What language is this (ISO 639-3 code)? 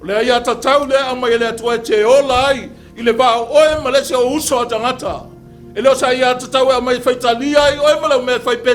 smo